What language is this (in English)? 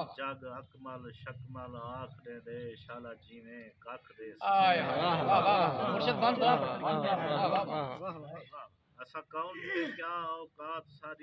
Saraiki